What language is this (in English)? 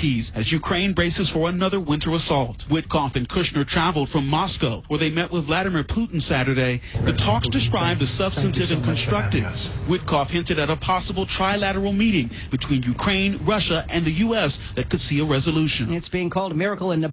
English